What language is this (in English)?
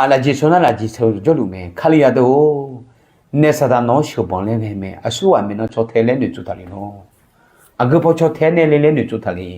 Akha